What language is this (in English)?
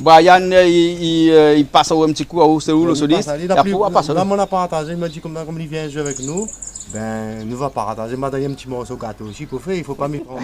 Réunion Creole French